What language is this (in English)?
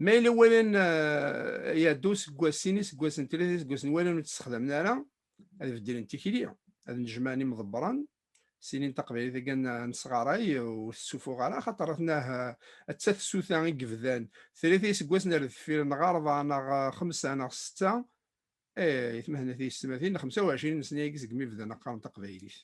Kabyle